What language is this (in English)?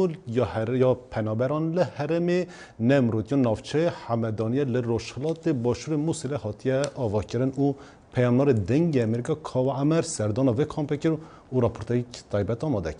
Kurdish